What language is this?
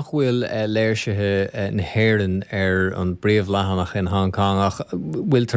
Irish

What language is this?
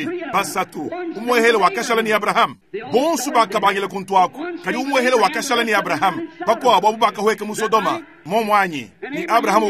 Luba-Lulua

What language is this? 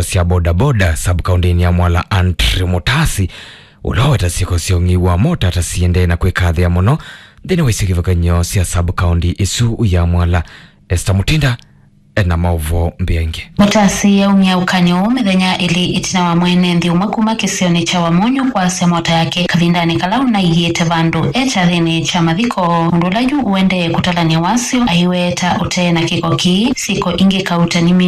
Kamba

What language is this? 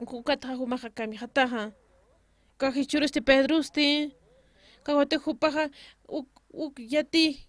Aymara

